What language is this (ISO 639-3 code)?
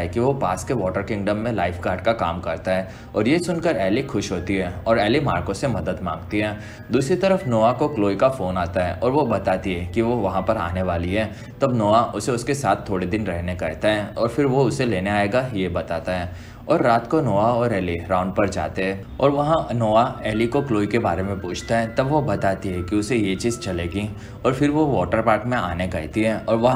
hin